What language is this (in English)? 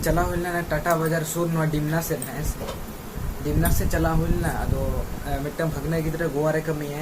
Santali